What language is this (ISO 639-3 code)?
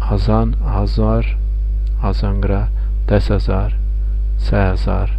zza